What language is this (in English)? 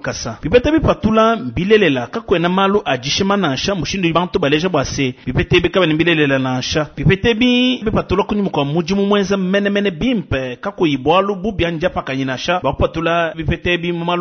Luba-Lulua